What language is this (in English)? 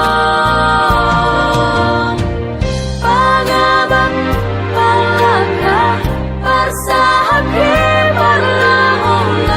Batak Simalungun